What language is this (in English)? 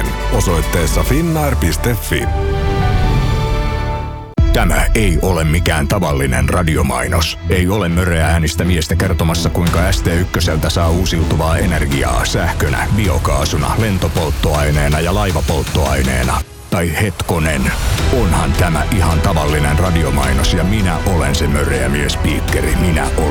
Finnish